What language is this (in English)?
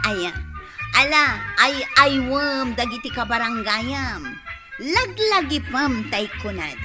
Iloko